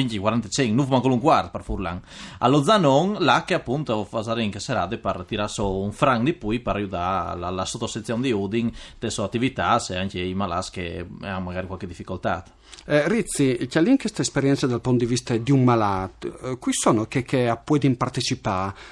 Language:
Friulian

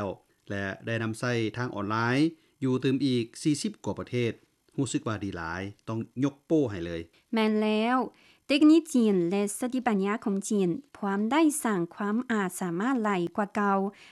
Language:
Lao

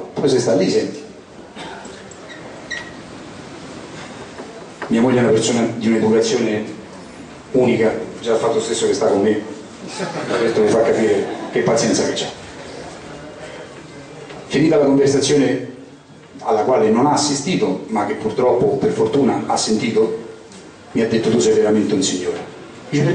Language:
Italian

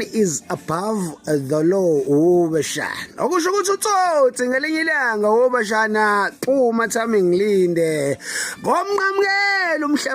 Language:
Zulu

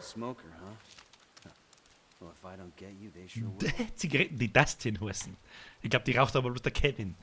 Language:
Bavarian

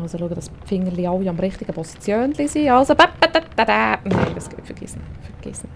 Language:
Swiss German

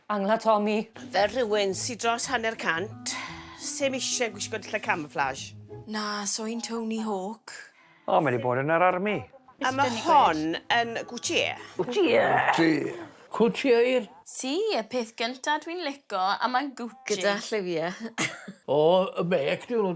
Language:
Welsh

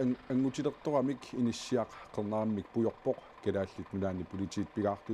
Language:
Kalaallisut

